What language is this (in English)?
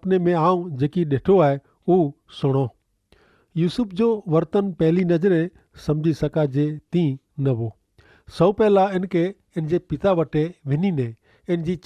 Kachhi